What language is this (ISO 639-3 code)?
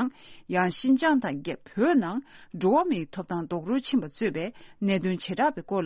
bod